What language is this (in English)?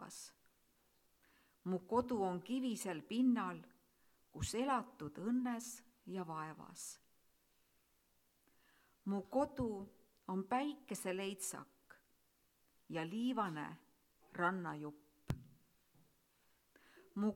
Estonian